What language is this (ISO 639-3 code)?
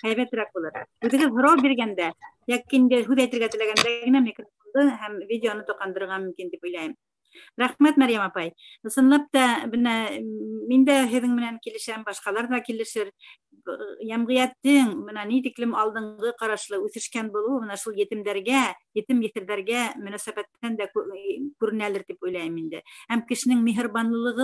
bak